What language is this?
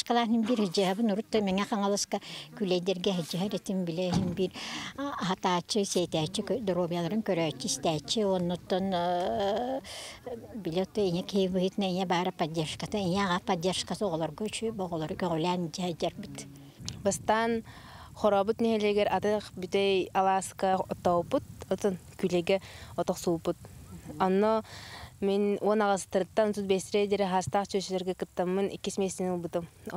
Yakut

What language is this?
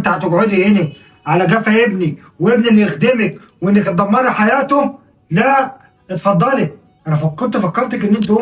Egyptian Arabic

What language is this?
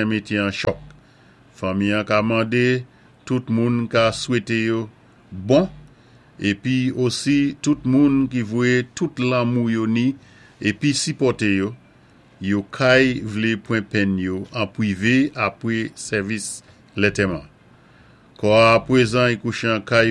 Saint Lucian Creole French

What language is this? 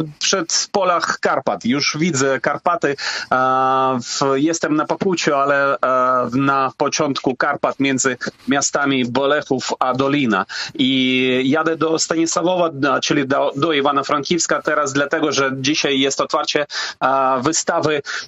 Polish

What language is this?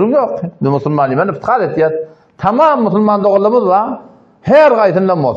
Turkmen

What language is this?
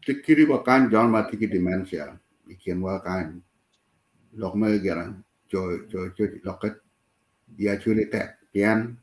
Acoli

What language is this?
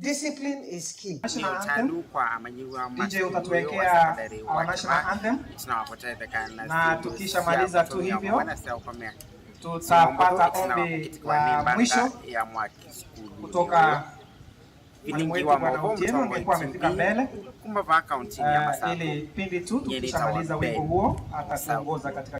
Kamba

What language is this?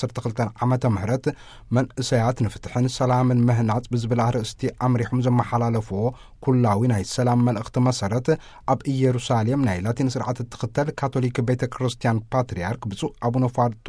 Tigrinya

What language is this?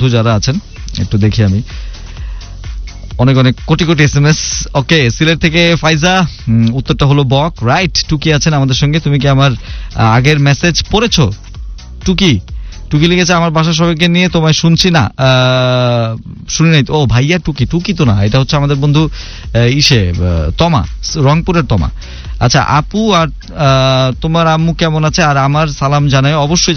Bangla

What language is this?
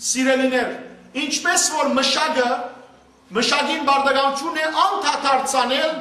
Western Armenian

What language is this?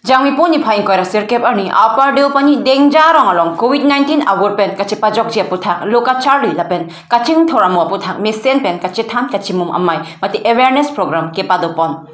Karbi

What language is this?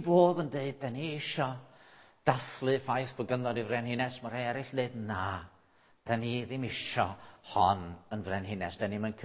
Welsh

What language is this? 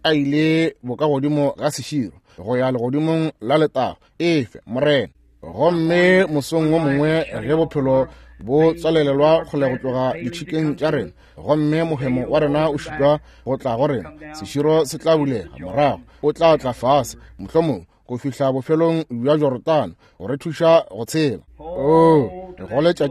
Northern Sotho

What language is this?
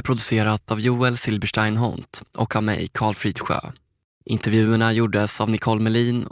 Swedish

